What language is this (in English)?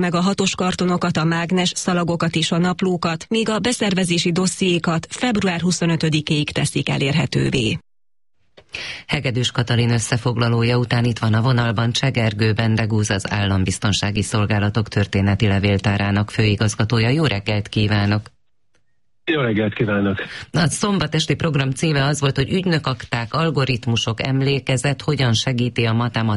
Hungarian